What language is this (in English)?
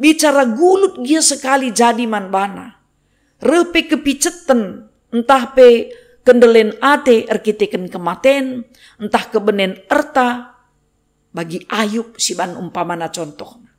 Batak Karo